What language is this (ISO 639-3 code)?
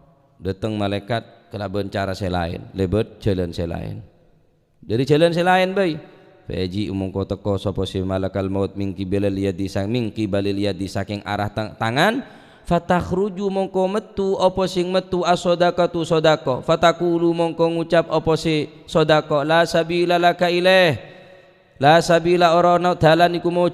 mad